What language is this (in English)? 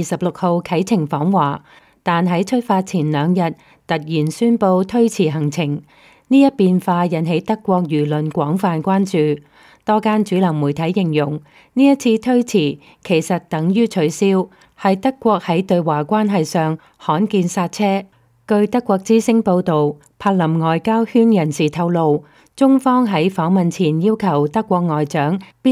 Cantonese